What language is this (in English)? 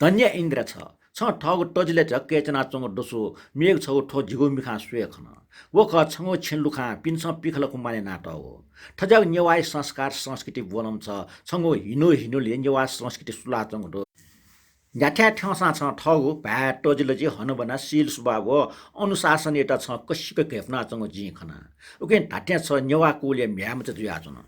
Newari